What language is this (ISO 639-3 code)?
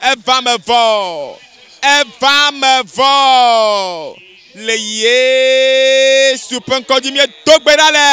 ewe